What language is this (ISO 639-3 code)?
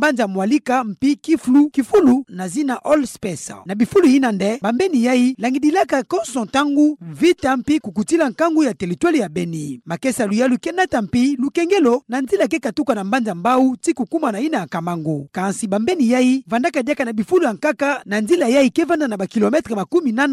ktu